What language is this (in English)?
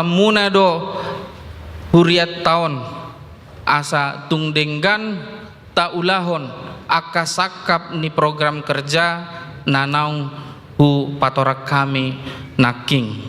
Batak Toba